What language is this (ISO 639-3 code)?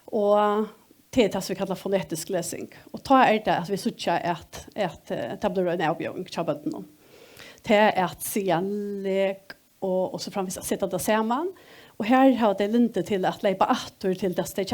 fao